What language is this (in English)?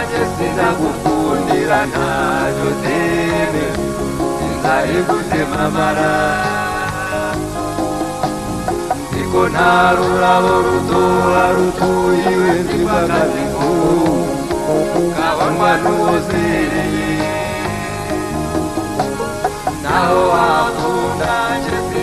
Kinyarwanda